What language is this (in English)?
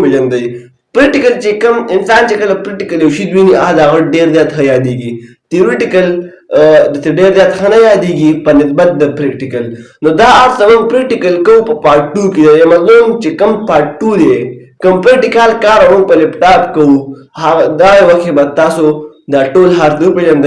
Pashto